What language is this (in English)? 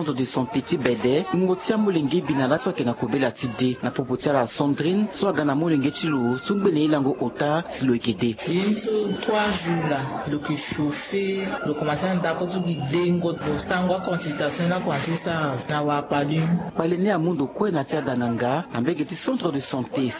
Sango